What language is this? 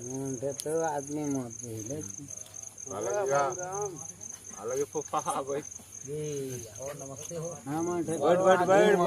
Chhattisgarhi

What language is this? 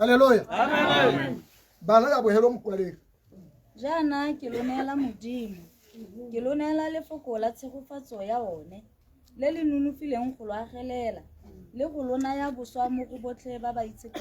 Tswana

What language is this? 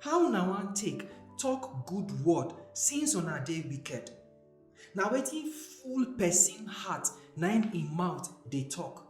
Nigerian Pidgin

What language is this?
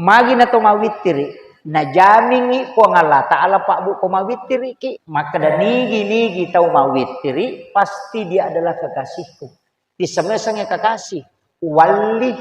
Buginese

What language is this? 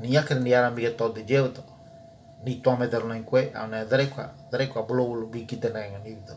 Ngäbere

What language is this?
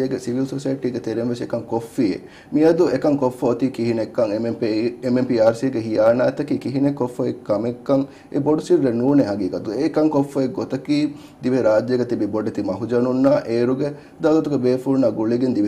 Divehi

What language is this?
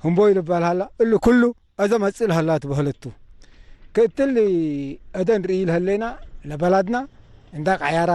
Tigre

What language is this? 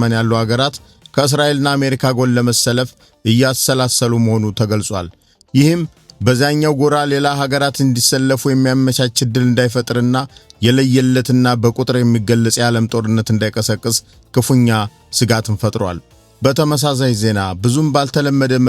Amharic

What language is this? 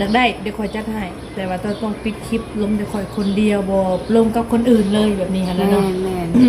Lao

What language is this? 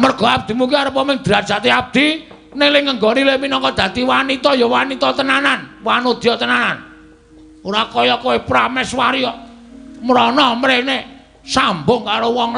Javanese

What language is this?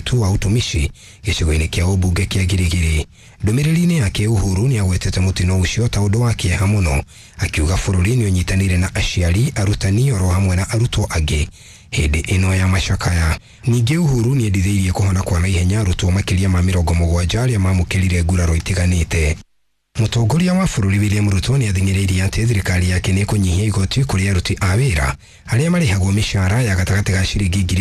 Kikuyu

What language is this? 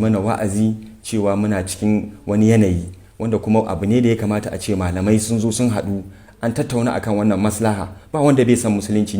Hausa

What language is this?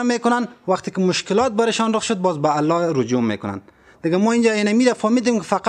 Persian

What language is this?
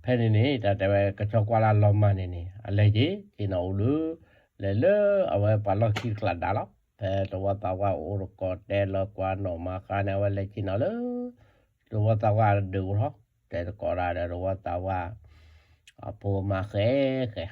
S'gaw Karen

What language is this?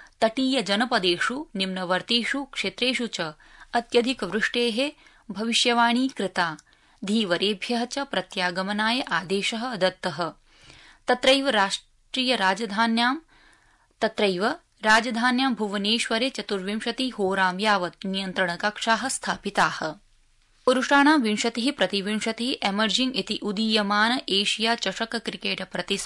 Sanskrit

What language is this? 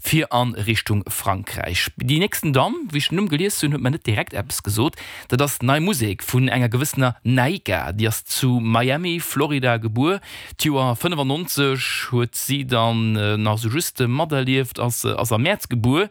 Luxembourgish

